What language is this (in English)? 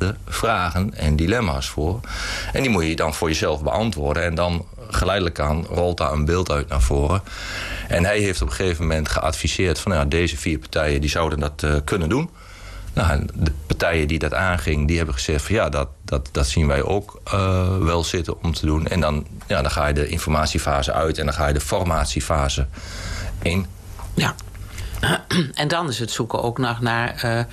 Dutch